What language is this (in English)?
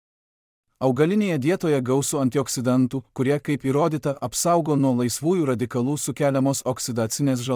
Lithuanian